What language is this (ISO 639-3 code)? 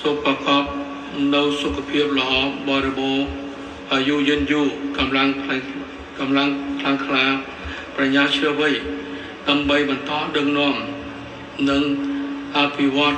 khm